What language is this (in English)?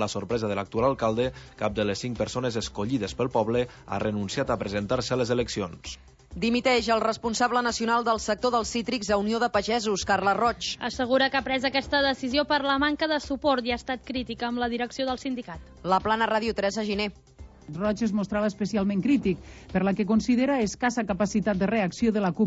Catalan